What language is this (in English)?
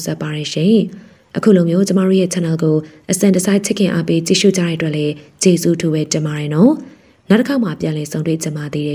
Burmese